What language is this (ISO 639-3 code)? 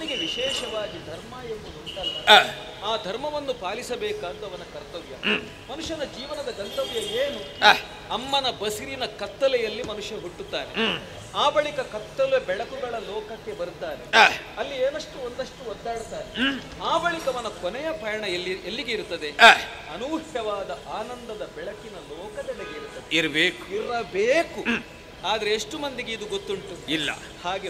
kan